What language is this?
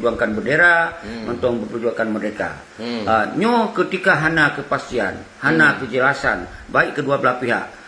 Achinese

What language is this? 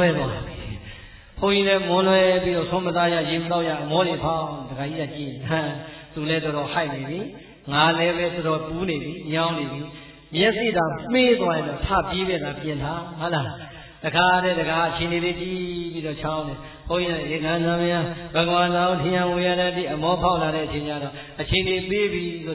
Burmese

